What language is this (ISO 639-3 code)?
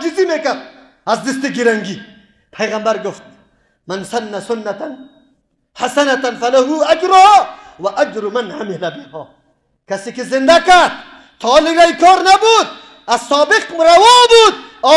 fas